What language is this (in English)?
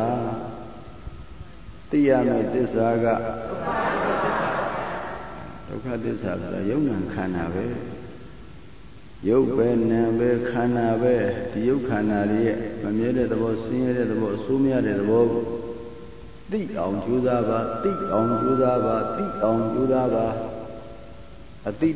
Burmese